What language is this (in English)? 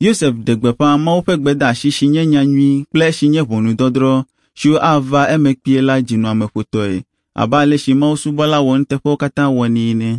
Ewe